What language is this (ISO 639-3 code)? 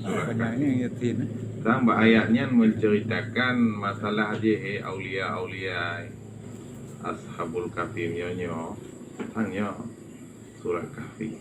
ace